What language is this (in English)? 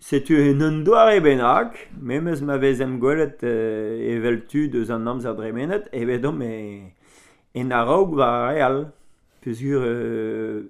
Breton